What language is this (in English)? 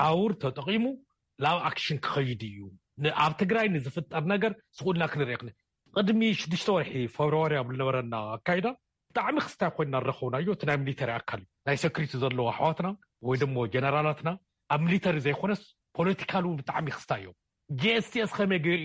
Tigrinya